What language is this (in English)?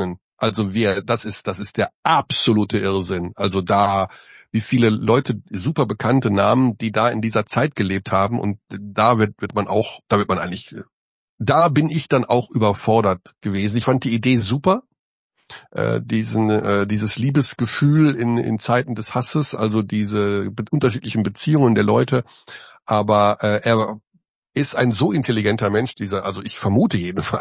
German